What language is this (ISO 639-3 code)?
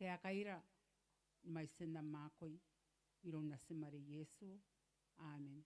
gil